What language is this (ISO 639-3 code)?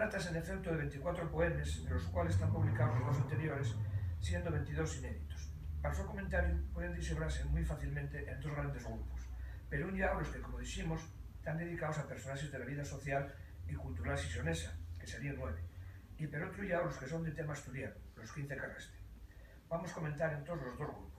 ast